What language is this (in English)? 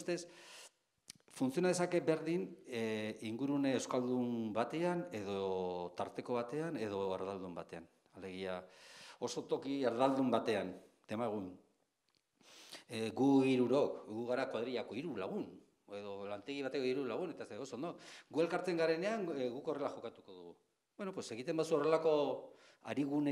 Basque